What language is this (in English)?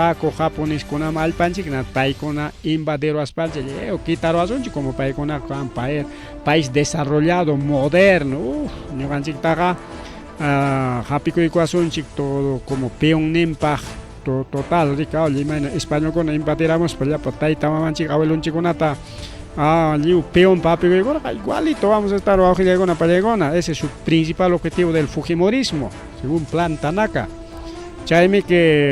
Ayacucho Quechua